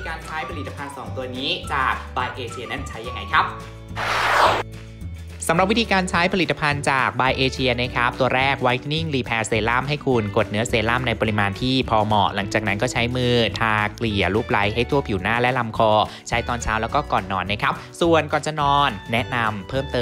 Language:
Thai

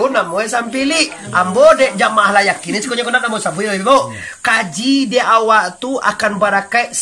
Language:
Minangkabau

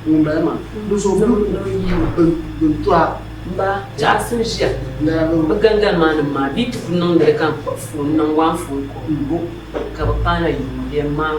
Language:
Dagbani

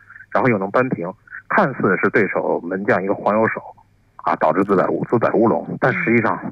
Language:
Chinese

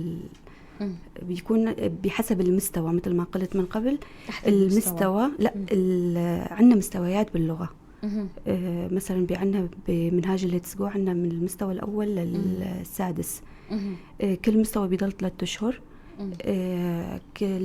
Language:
North Levantine Arabic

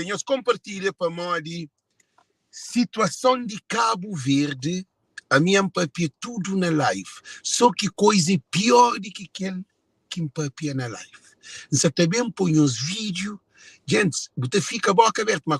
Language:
Kabuverdianu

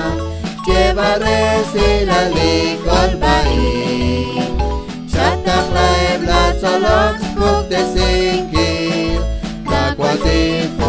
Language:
Kekchí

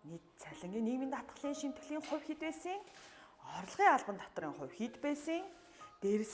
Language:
Mongolian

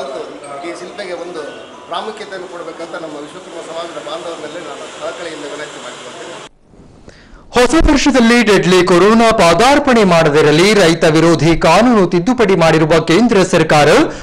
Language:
Kannada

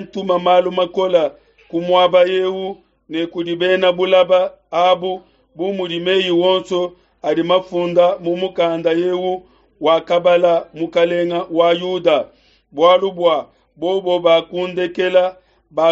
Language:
Luba-Lulua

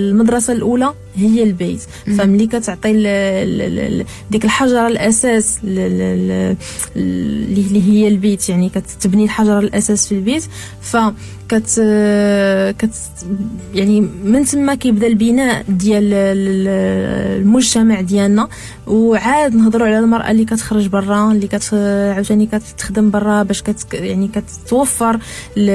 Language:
Moroccan Arabic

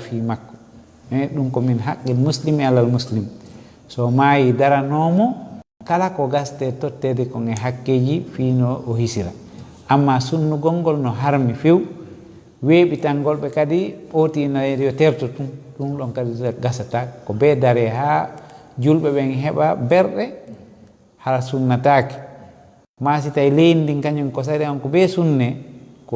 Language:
Fula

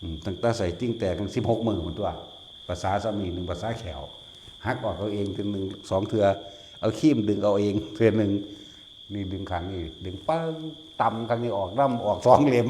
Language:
Northeastern Thai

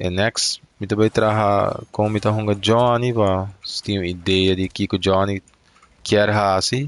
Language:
Papiamento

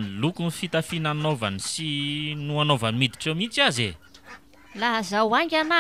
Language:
Malagasy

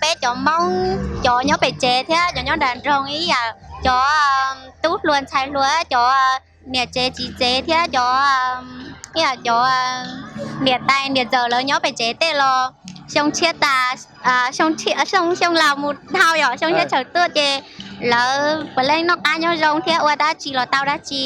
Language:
Hmong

